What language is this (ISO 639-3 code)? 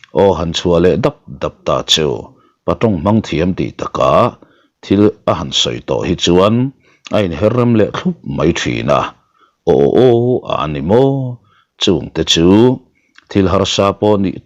lus